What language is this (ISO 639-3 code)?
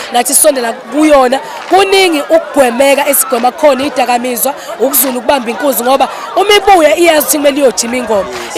zul